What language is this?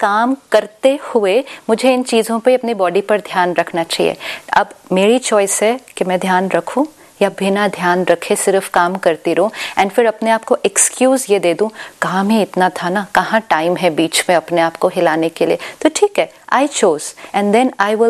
Hindi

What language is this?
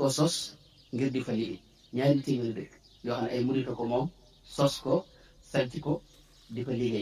Wolof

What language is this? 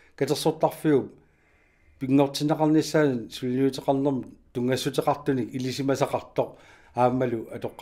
Kalaallisut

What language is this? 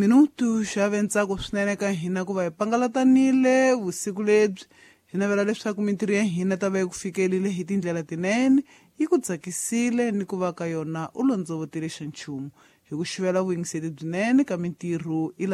Tsonga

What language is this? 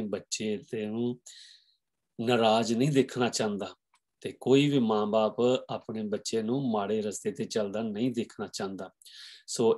Punjabi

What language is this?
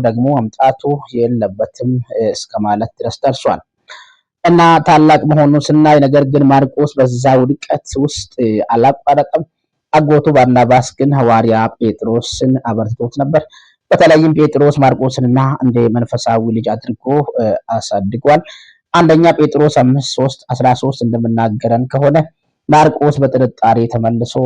Amharic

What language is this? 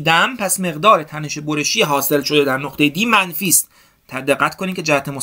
Persian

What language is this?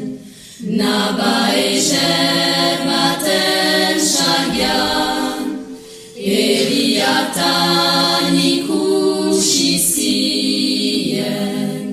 Basque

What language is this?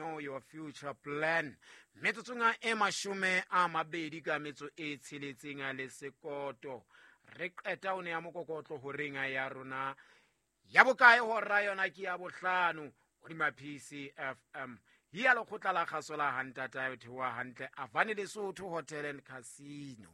Southern Sotho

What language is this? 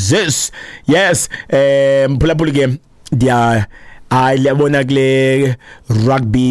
Xhosa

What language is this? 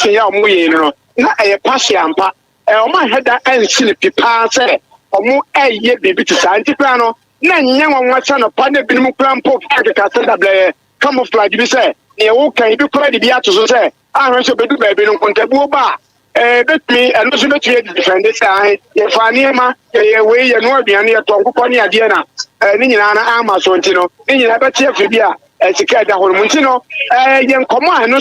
Akan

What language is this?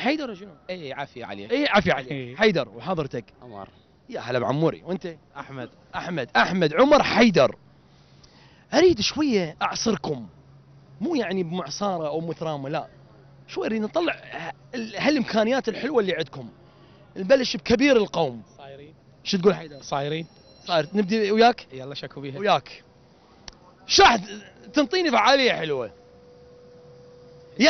Mesopotamian Arabic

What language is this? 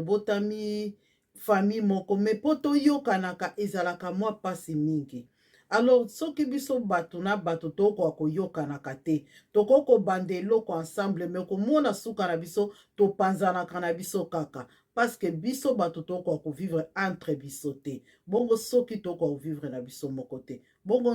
Lingala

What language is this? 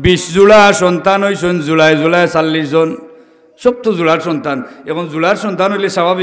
Sylheti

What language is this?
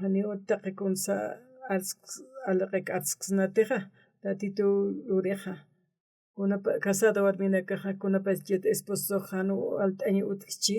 Aymara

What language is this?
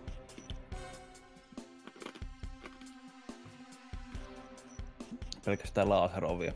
Finnish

